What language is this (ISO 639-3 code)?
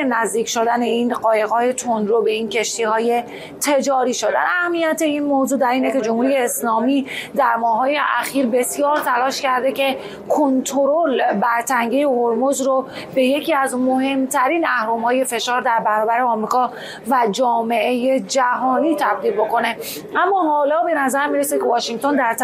fas